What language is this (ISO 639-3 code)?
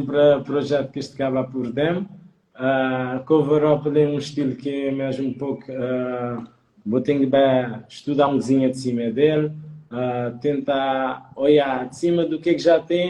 kea